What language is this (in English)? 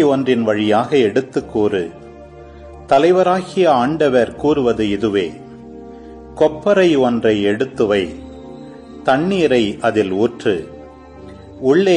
Tamil